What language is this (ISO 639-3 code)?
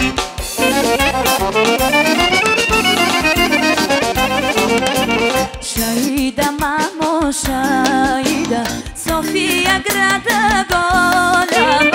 bul